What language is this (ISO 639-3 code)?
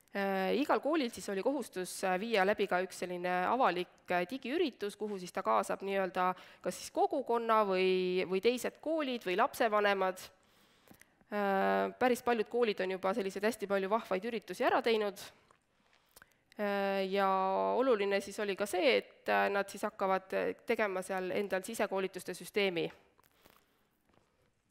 est